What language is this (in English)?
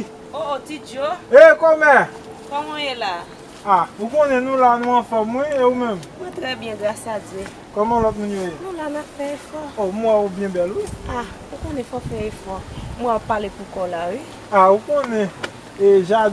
Haitian Creole